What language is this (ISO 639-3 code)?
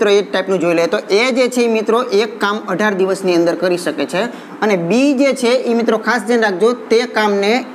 guj